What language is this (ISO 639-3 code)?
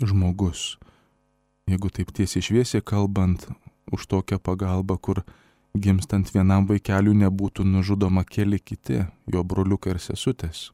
lit